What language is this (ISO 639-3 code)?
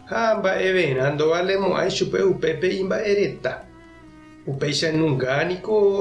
grn